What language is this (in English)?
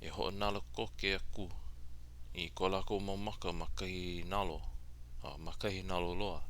Hawaiian